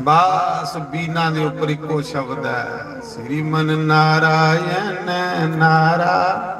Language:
Dogri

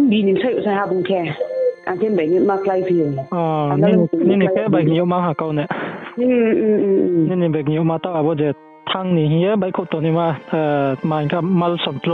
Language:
Riang (India)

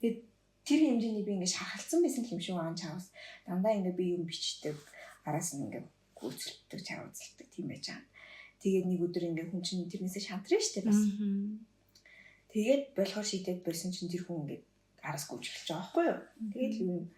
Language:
Mongolian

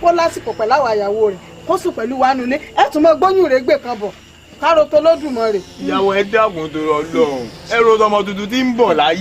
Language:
Yoruba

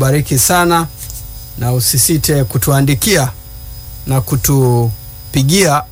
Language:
Swahili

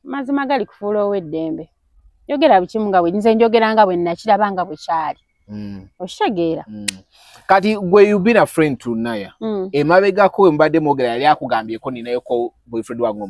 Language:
Ganda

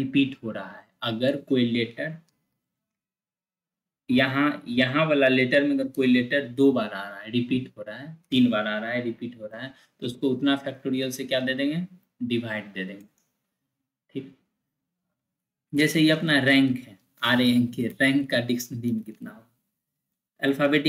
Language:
Hindi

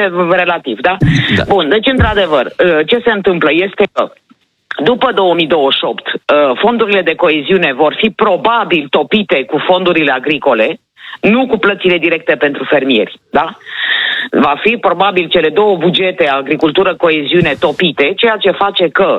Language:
Romanian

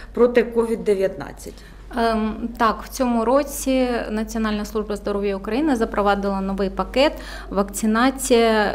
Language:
Ukrainian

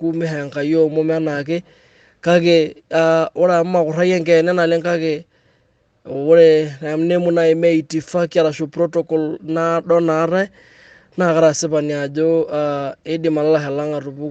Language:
Masai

